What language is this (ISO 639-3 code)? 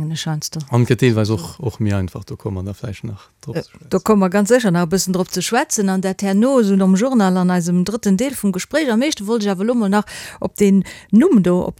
ltz